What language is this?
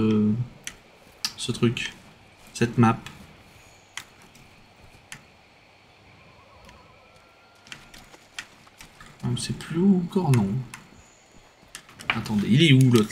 French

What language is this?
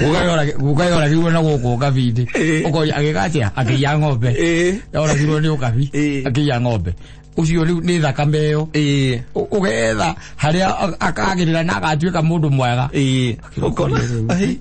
Kikuyu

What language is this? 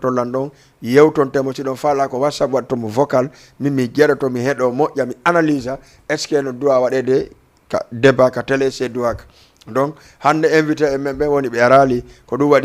Fula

